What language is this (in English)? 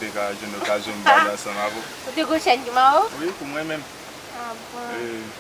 Haitian Creole